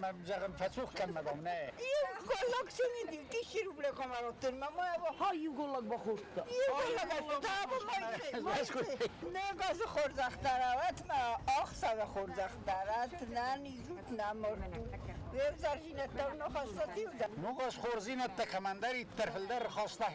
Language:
Ossetic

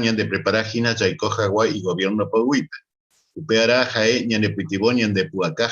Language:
Guarani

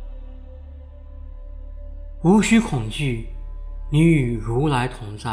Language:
Chinese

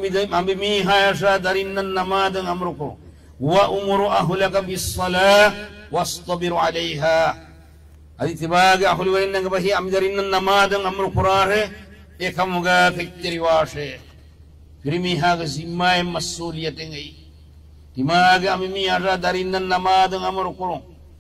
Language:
Divehi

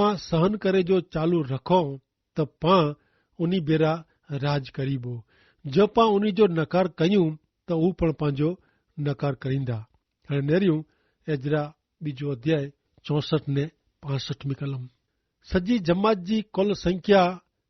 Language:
Kachhi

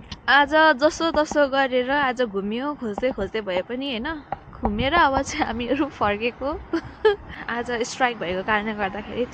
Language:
Nepali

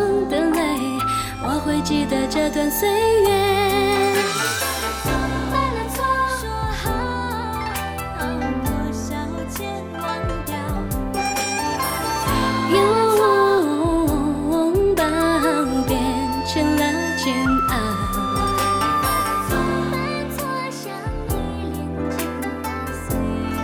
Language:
Chinese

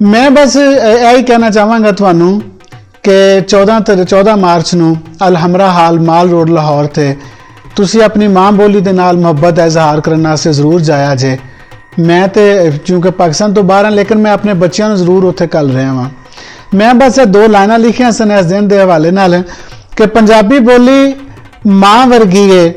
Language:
Western Panjabi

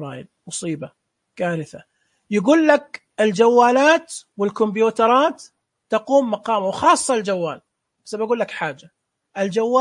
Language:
Najdi Arabic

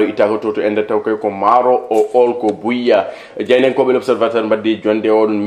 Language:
Fula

